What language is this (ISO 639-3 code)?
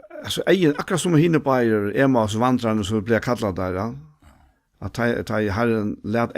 fao